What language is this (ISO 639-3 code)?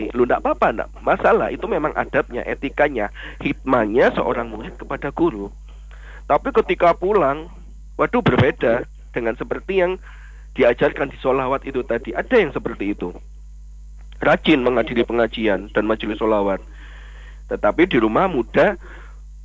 ind